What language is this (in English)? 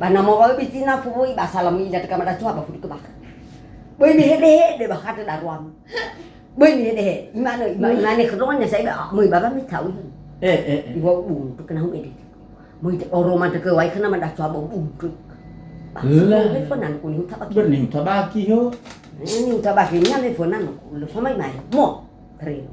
Nias